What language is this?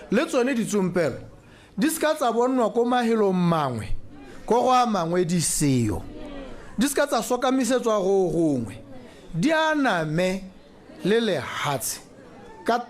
Tswana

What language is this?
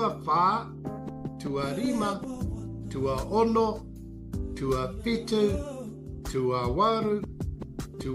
Māori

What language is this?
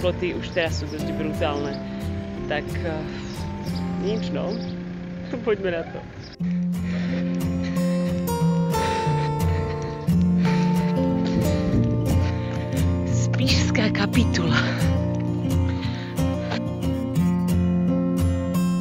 Slovak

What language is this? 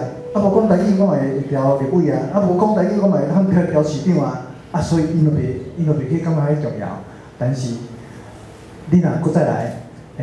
Min Nan Chinese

